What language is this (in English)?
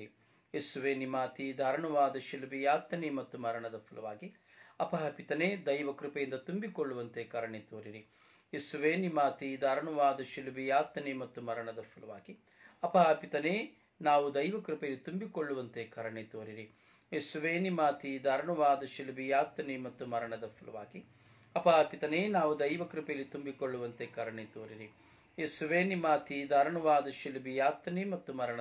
Kannada